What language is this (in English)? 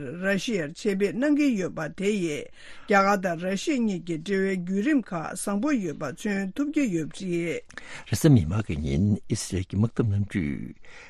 Tibetan